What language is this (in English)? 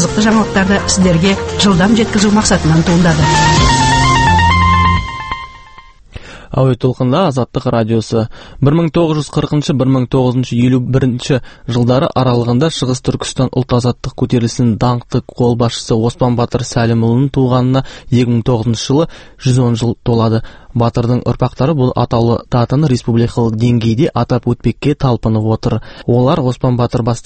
Kazakh